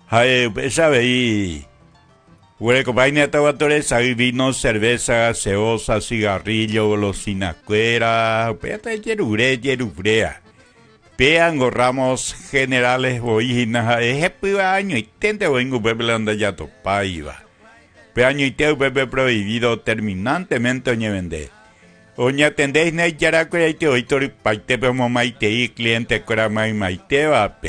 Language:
Guarani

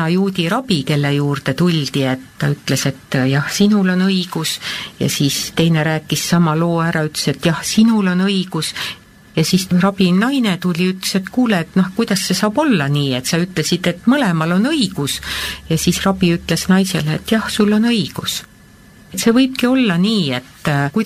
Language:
Estonian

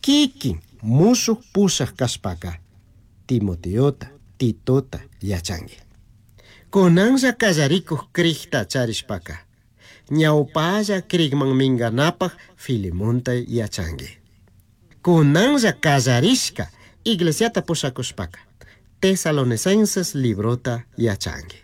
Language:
Chimborazo Highland Quichua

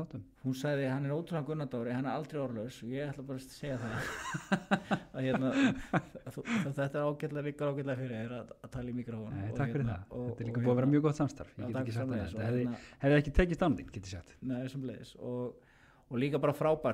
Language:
Icelandic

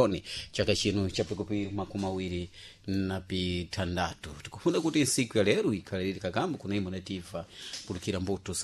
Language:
Sena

